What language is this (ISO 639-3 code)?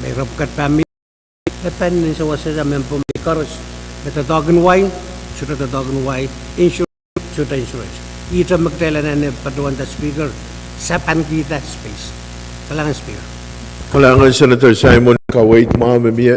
pon